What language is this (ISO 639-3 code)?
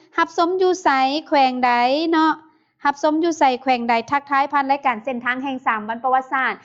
lao